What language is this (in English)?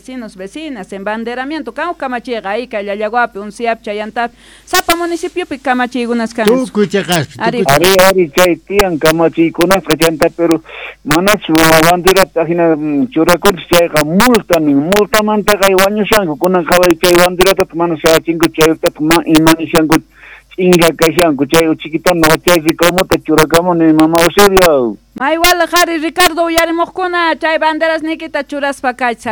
South Bolivian Quechua